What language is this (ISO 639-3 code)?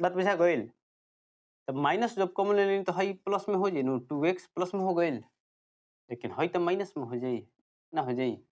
bho